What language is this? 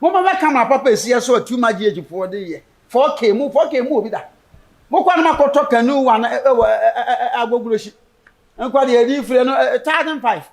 Akan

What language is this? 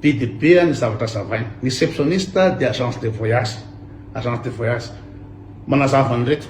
Malagasy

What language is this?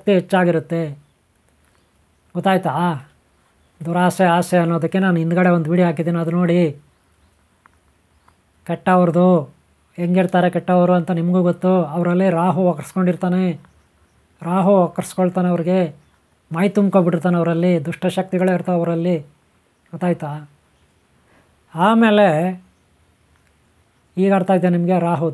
Kannada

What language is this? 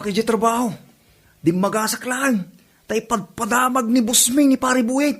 Iloko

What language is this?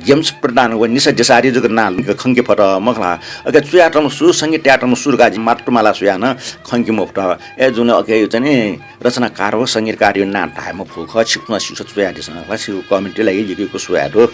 Newari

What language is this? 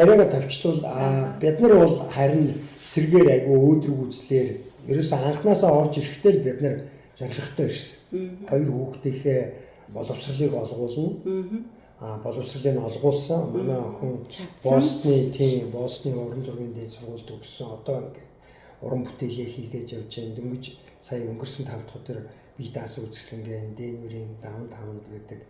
Mongolian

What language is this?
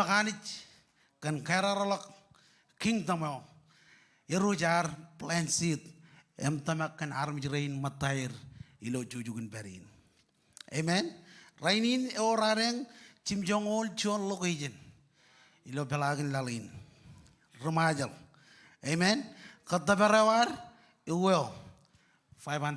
Marshallese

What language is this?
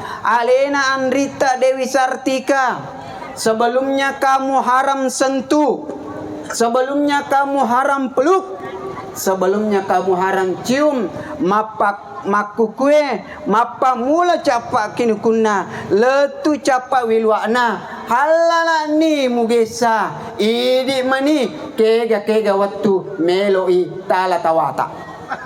Buginese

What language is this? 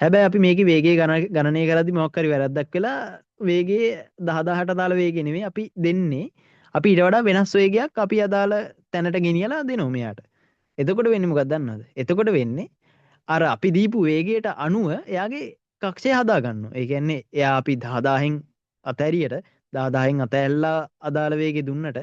Sinhala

